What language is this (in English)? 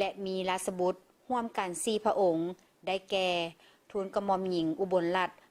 Lao